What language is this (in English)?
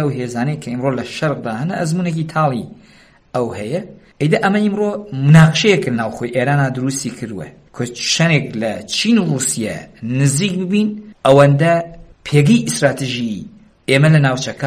Central Kurdish